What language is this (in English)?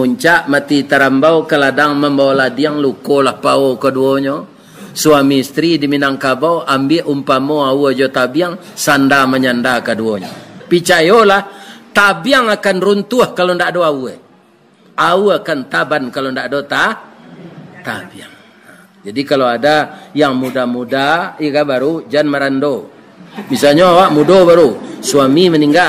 Minangkabau